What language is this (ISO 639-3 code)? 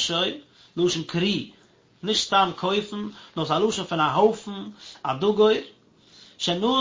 yid